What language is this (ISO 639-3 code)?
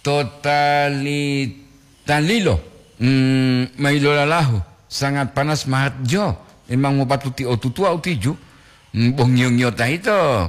gor